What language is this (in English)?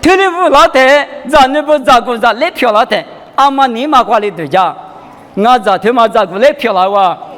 Lisu